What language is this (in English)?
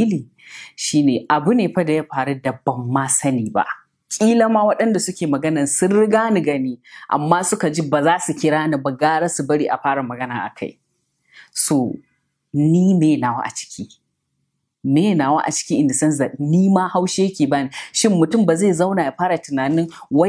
Hausa